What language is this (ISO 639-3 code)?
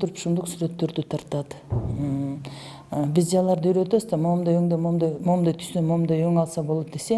kir